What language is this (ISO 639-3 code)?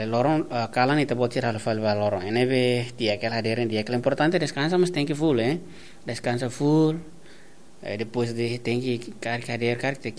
tet